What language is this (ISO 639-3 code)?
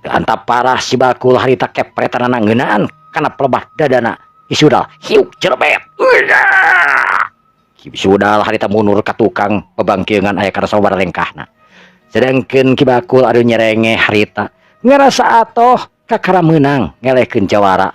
sun